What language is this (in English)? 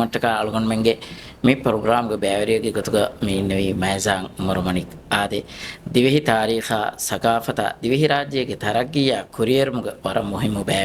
Divehi